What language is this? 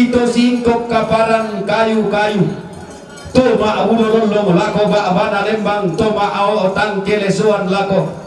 Toraja-Sa'dan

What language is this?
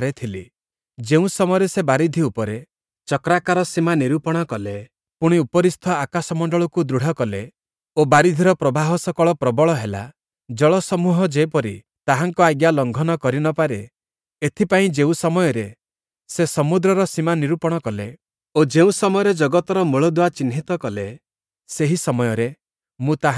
Odia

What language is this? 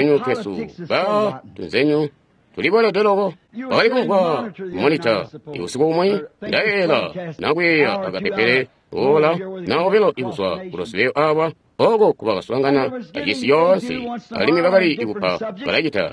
Tonga (Zambia)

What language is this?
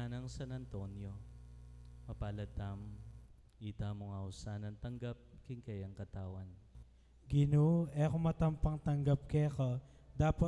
Pampanga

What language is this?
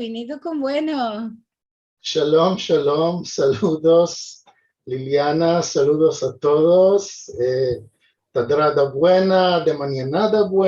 Ladino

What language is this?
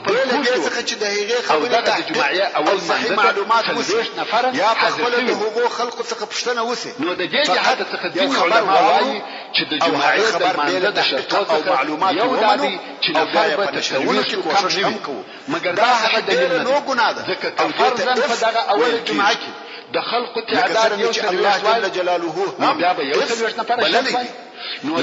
Pashto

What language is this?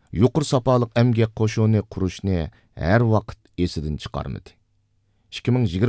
Uyghur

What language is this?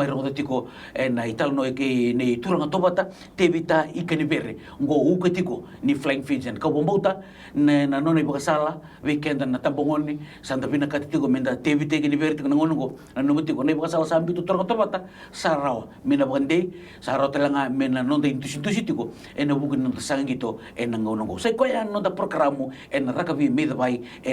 Fijian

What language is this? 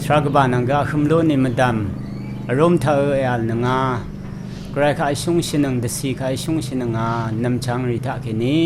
Rawang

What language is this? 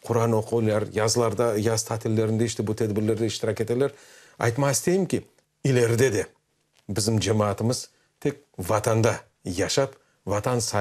Crimean Tatar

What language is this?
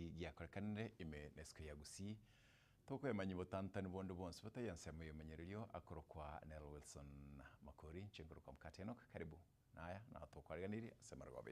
Gusii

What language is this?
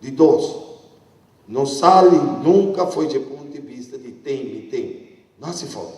Papiamento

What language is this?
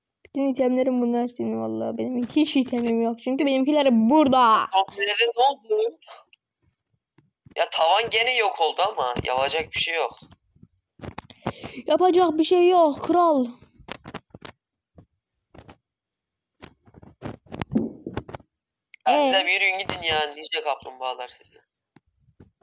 Turkish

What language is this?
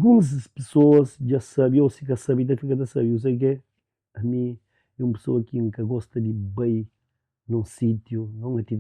Kabuverdianu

